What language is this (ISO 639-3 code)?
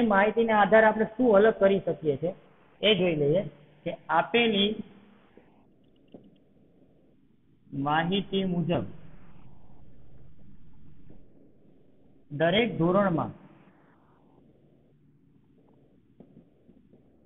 guj